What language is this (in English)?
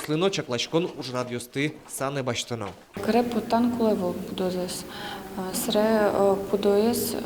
Udmurt